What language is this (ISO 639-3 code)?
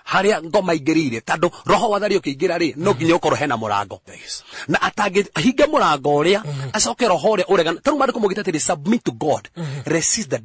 kik